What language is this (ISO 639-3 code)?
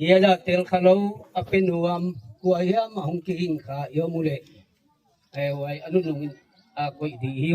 gnb